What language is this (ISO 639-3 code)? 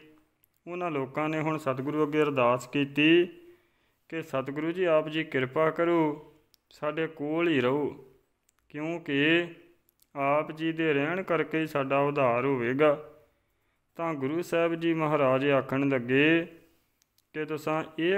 pan